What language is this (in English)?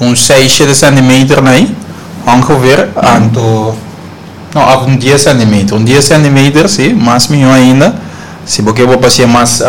Papiamento